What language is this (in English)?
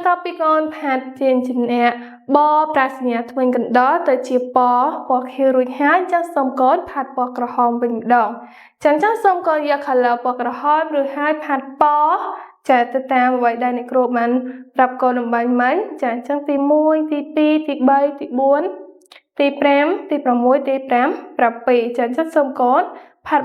Khmer